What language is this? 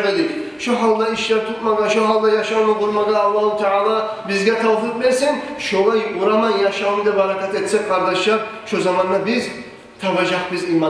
Kumyk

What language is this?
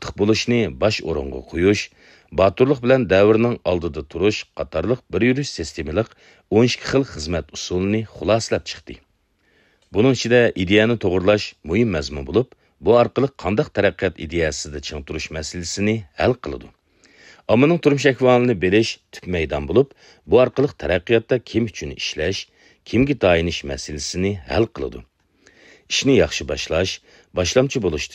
Uyghur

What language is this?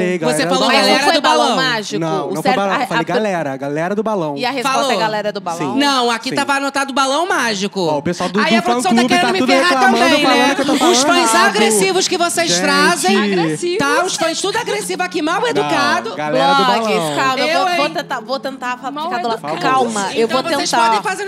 Portuguese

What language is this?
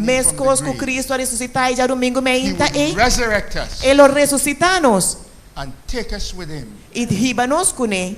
Papiamento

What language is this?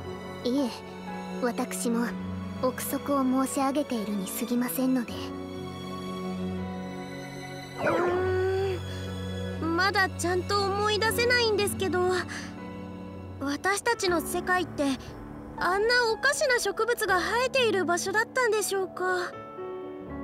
Japanese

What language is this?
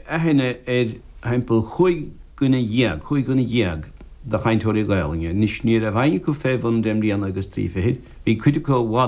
Irish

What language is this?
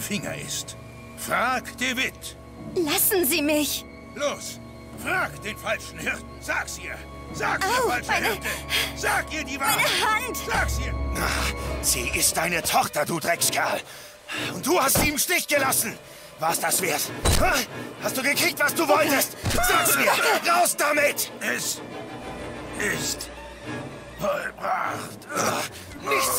German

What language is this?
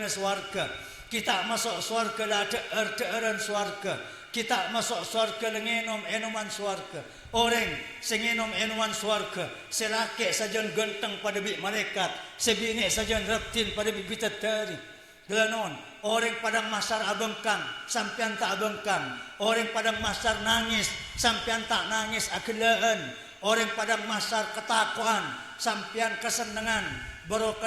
Madurese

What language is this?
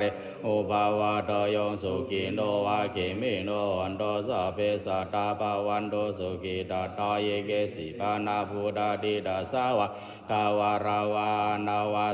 Pali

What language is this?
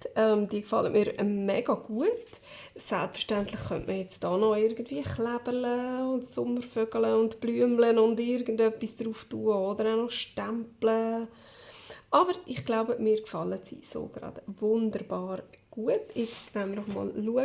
Swiss German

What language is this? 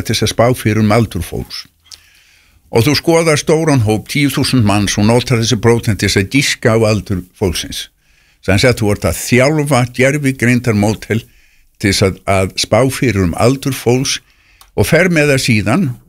Icelandic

